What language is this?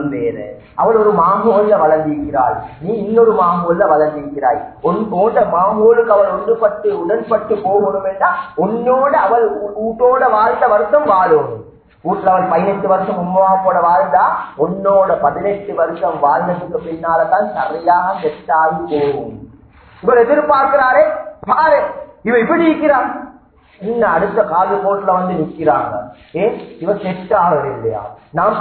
Tamil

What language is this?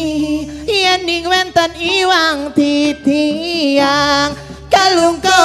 Balinese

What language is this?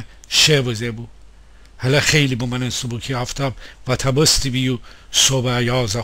Gilaki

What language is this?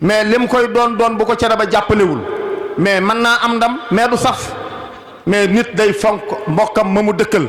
Wolof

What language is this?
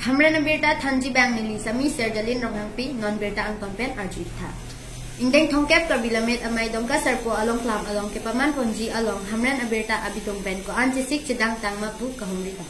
Karbi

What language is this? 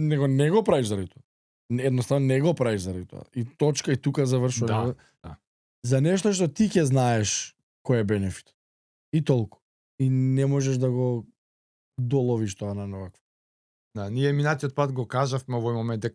Macedonian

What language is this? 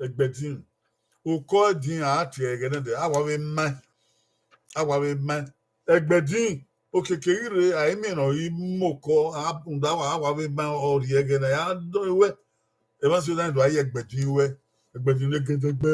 Bini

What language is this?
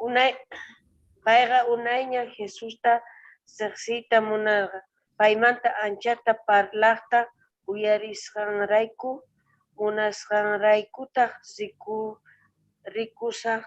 Quechua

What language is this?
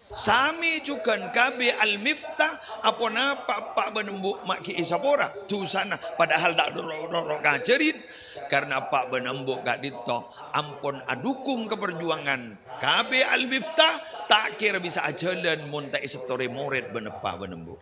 Madurese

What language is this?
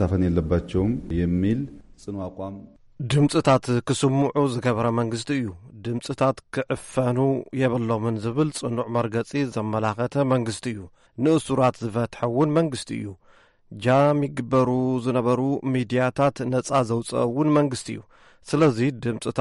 Tigrinya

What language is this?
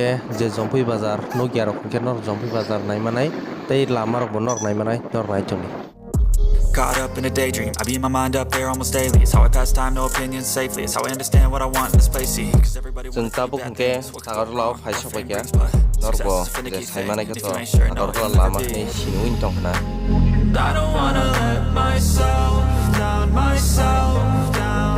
Kok Borok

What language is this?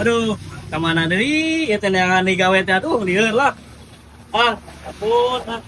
Sundanese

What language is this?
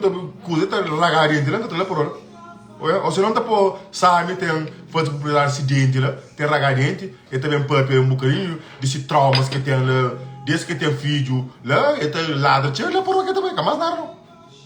Kabuverdianu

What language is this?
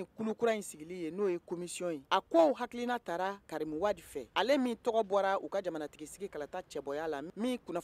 Bambara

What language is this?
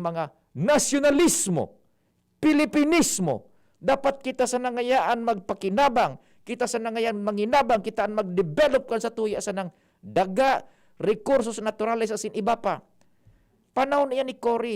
Bikol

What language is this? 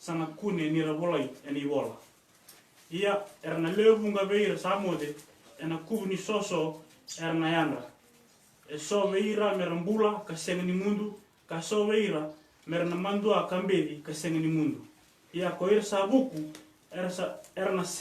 Fijian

